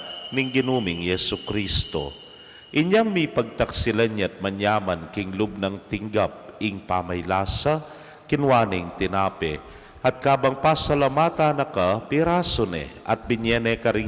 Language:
Pampanga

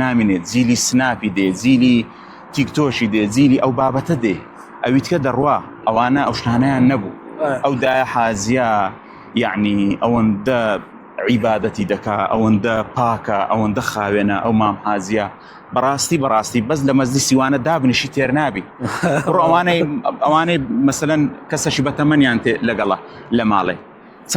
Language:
Central Kurdish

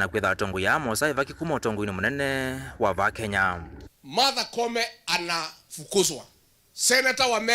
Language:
Kamba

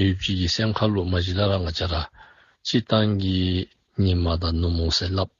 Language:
Dzongkha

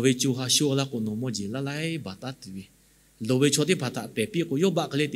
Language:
Lahu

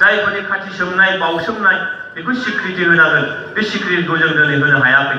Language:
Bodo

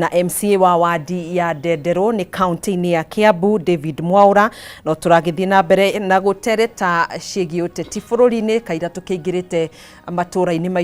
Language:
Kikuyu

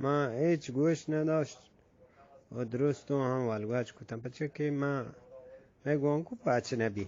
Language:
Eastern Balochi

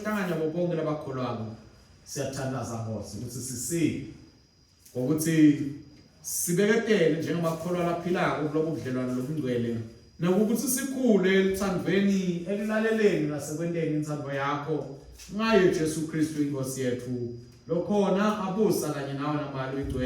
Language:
Swati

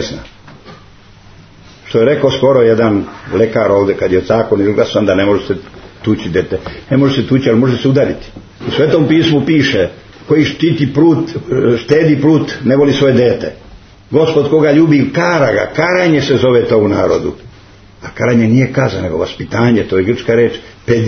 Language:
Serbian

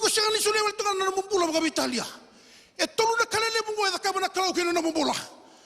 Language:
Fijian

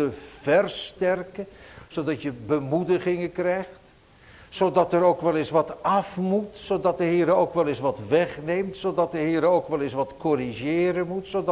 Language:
Dutch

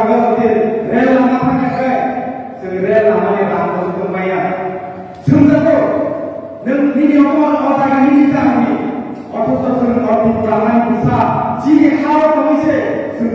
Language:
Kok Borok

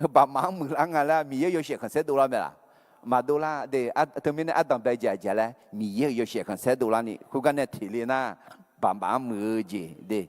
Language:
Akha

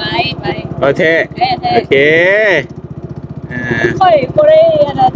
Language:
Lao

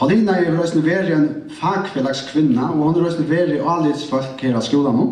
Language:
Faroese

